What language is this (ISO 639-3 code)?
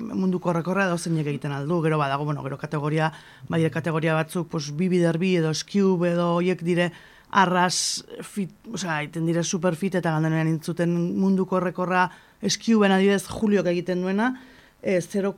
eus